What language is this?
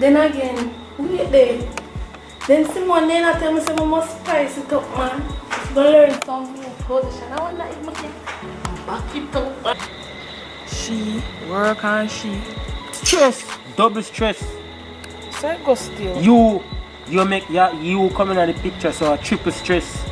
Jamaican Creole English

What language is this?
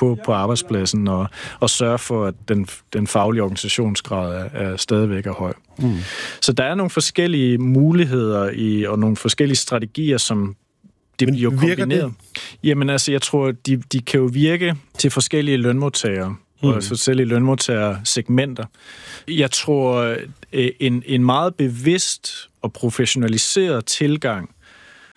Danish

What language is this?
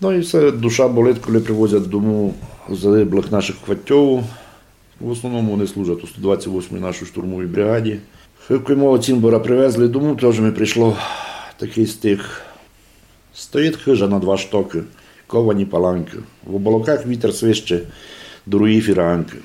Rusyn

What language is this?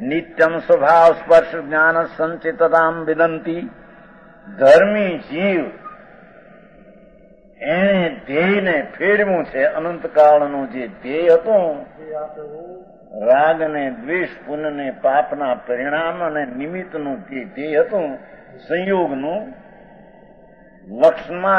Gujarati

